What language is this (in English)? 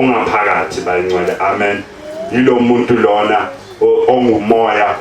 Zulu